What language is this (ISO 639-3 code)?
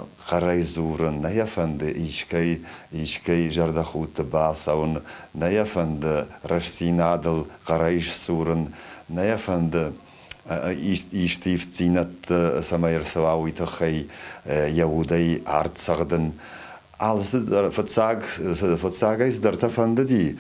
oss